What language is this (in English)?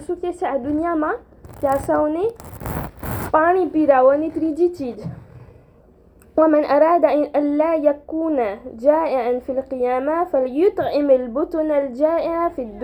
Gujarati